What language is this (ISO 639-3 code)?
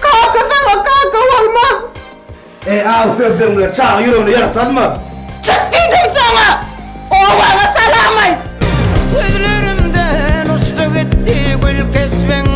tuk